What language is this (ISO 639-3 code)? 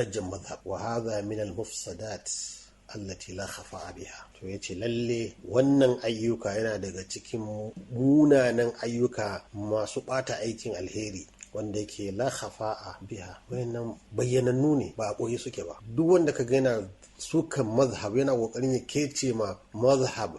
hau